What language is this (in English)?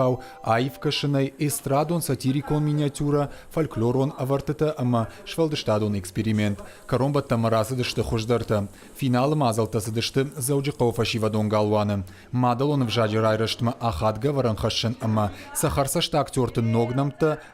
Ossetic